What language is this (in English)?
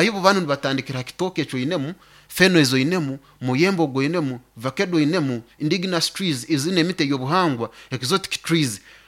Nyoro